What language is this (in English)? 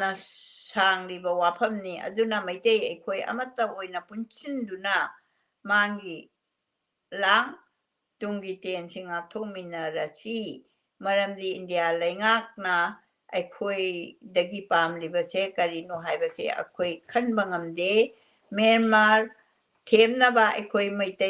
Manipuri